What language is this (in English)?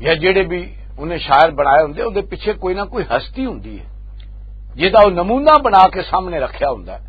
Western Panjabi